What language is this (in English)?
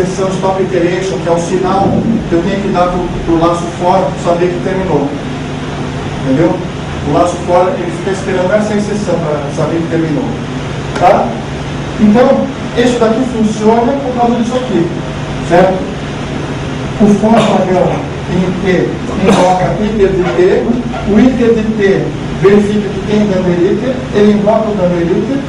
Portuguese